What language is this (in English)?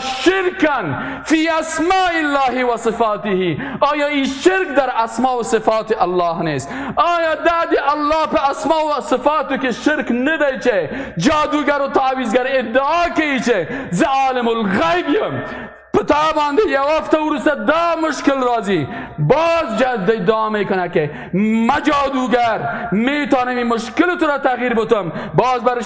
Persian